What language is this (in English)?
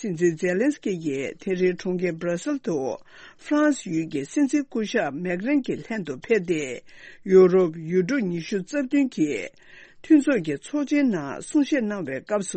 Tibetan